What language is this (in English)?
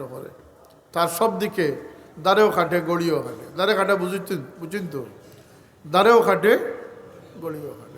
Sylheti